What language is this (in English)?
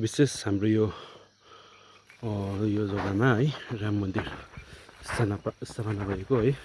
Nepali